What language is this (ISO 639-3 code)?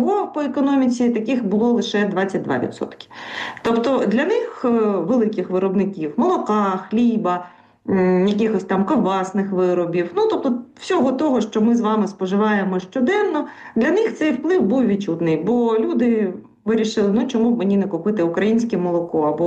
ukr